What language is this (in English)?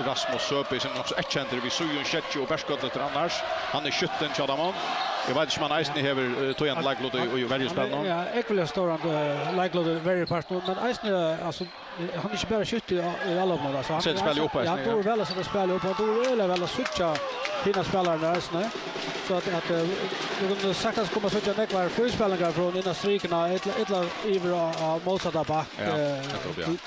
Faroese